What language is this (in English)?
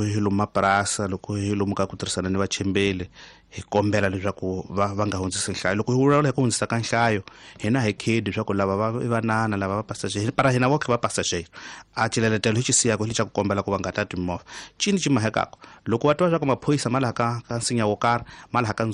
Tsonga